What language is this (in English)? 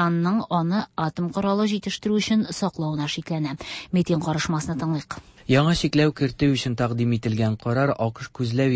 Tatar